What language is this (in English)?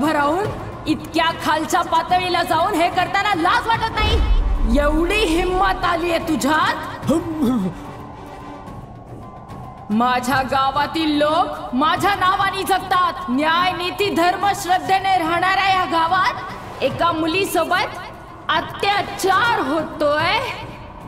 Marathi